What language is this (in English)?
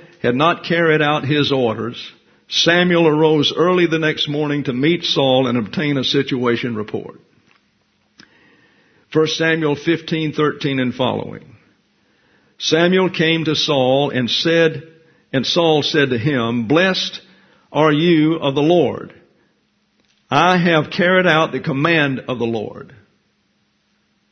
English